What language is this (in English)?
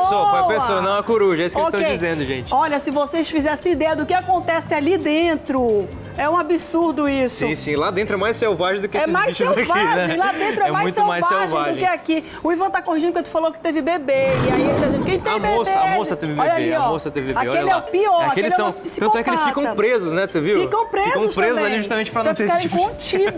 Portuguese